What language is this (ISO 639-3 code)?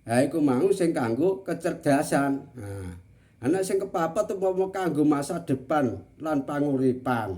jav